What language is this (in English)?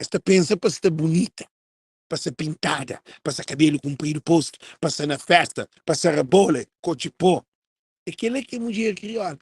Kabuverdianu